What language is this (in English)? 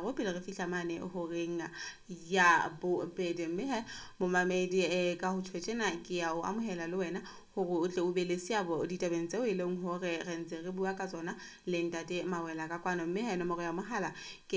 Southern Sotho